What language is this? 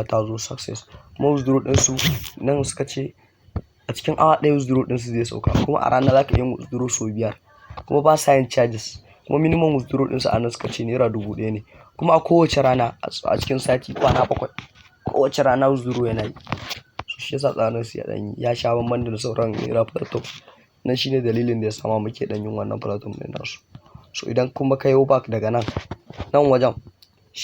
Hausa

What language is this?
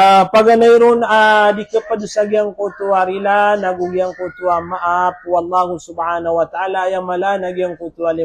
Maranao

